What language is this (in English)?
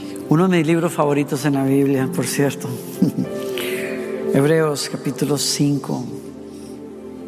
Spanish